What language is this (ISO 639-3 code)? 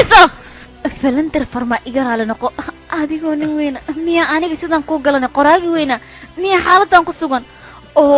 som